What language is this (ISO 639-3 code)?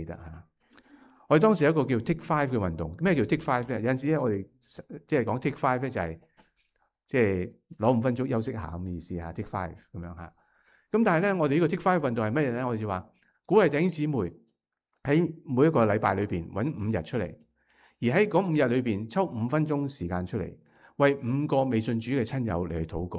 yue